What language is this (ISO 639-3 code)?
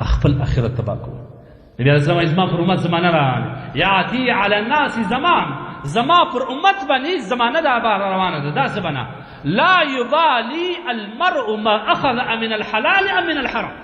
pus